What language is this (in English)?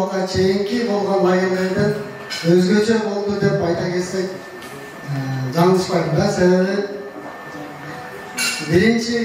Kyrgyz